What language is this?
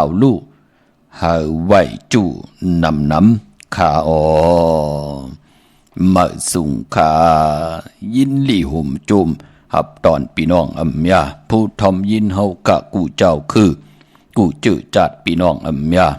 Shan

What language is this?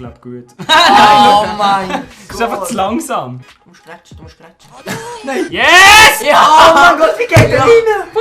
Swiss German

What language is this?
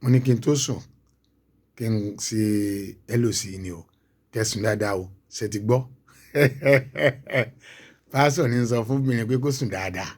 Yoruba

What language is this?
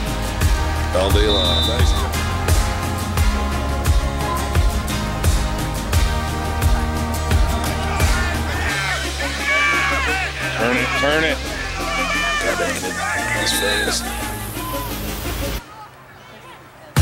English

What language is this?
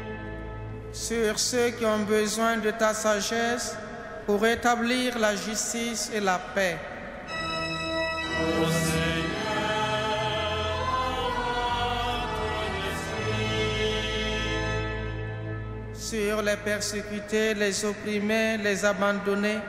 French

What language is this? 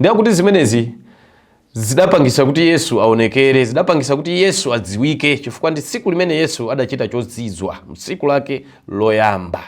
Nyanja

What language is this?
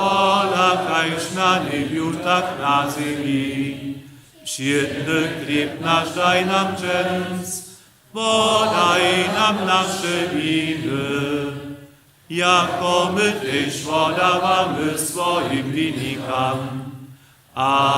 Upper Sorbian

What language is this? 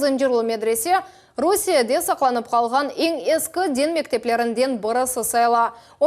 Crimean Tatar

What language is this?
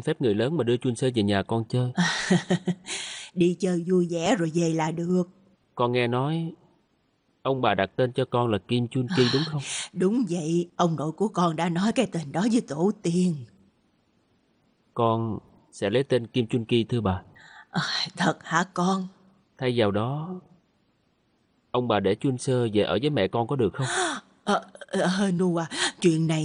Vietnamese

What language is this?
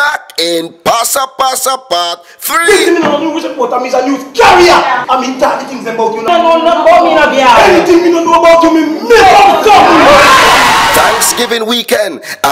Jamaican Creole English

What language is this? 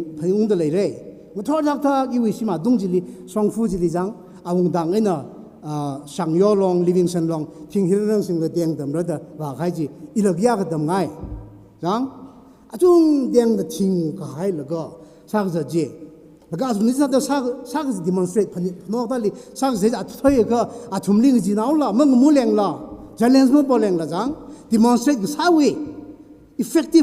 Tangkhul Naga (India)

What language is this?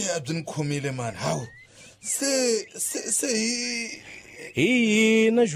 Tsonga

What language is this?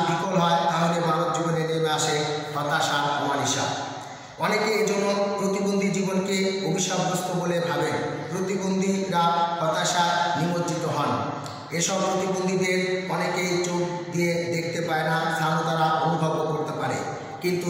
Bangla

